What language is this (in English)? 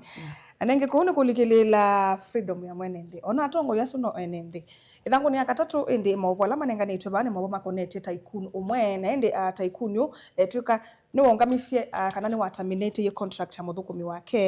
Kamba